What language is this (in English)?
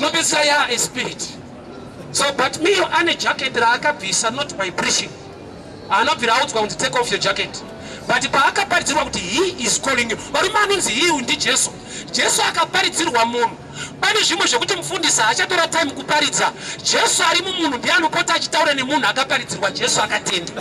Shona